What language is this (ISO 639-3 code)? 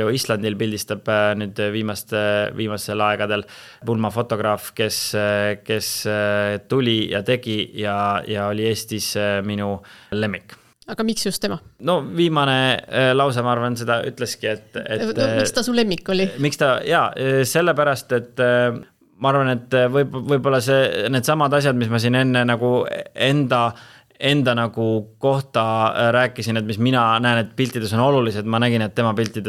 est